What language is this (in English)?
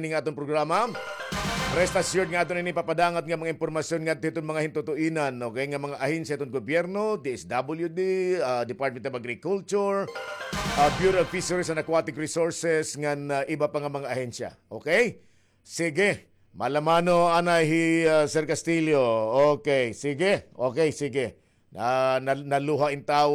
Waray